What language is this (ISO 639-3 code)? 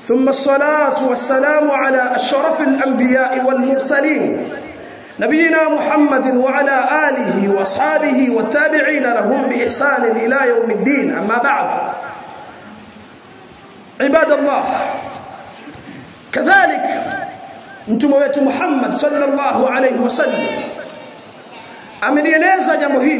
swa